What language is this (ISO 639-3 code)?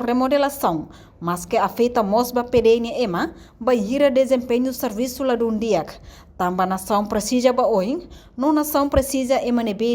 tet